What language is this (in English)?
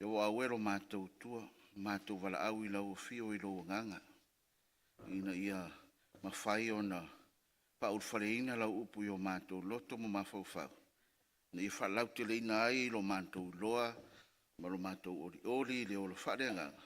Samoan